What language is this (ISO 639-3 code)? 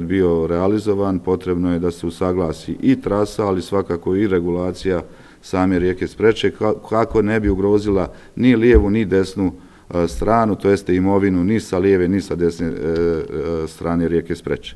bos